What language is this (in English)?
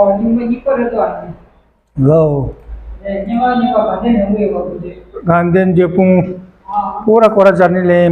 Tibetan